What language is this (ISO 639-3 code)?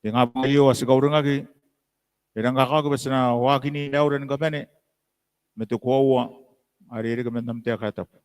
gil